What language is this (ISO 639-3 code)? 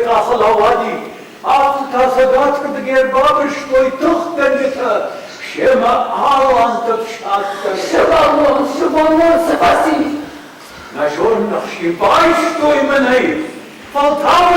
oss